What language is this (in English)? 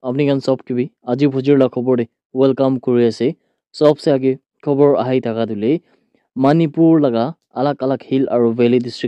Naga Pidgin